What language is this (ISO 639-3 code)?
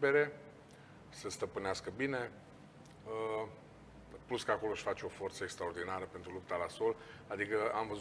ron